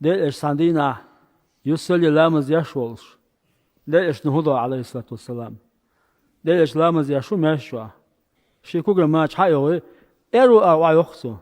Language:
Chechen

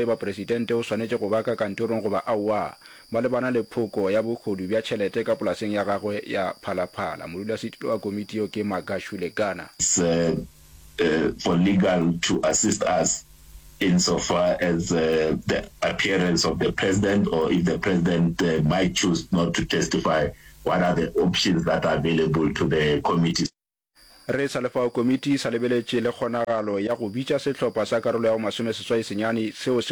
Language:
Northern Sotho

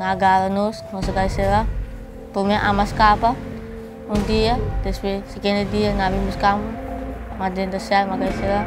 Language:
Papiamento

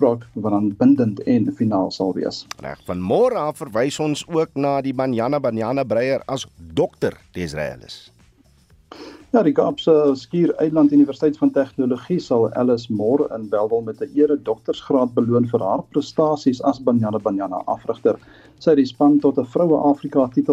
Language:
Afrikaans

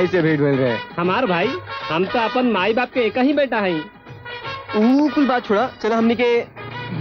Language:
Bhojpuri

